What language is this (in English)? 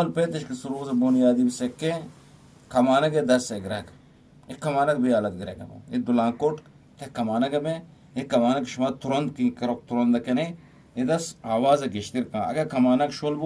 Eastern Balochi